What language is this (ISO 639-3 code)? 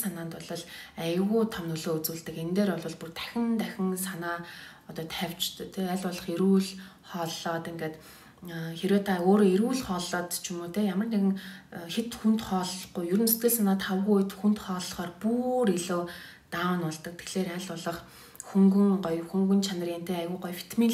mon